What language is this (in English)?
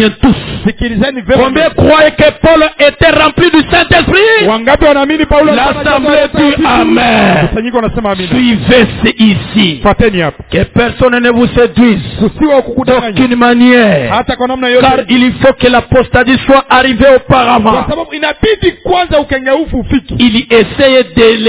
Swahili